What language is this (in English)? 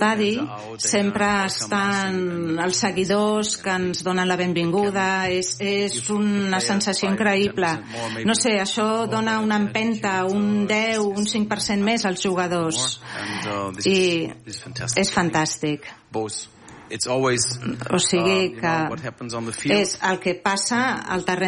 Catalan